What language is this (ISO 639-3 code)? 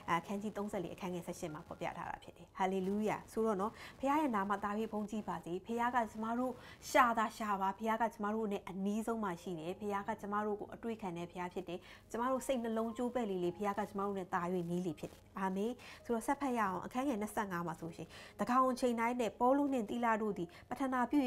mya